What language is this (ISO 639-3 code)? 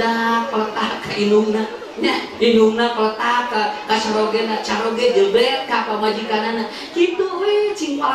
sun